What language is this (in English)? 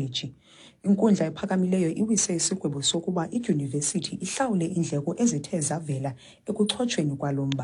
Xhosa